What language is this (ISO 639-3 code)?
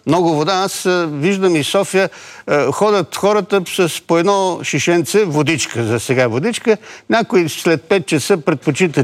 bul